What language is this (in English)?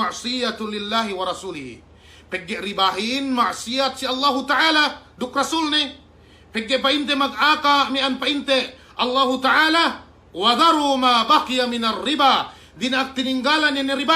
Yakan